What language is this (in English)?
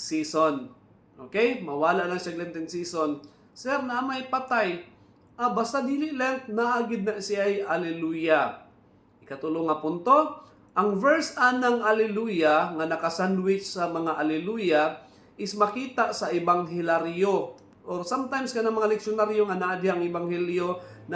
Cebuano